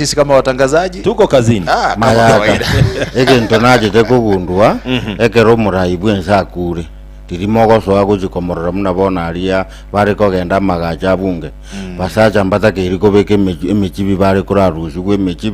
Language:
Gusii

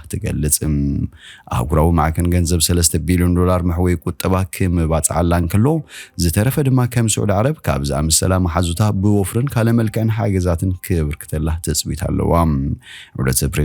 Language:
Tigrinya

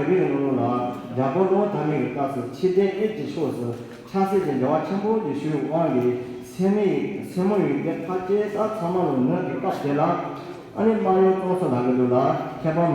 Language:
Tibetan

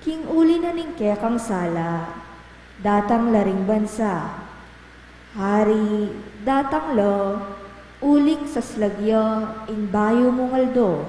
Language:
Pampanga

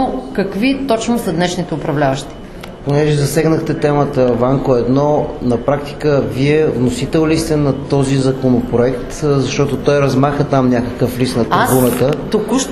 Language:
Bulgarian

